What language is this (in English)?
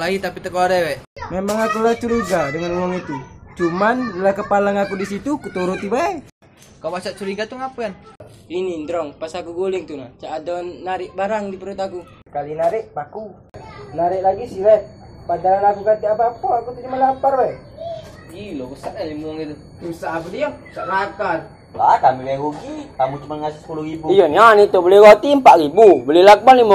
Musi